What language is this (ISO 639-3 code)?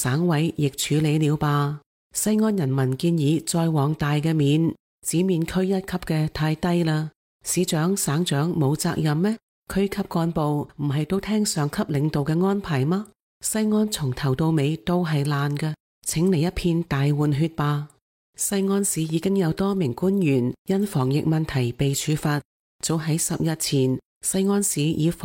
yue